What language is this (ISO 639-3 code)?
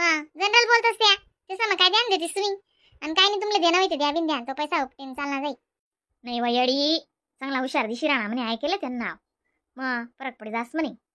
khn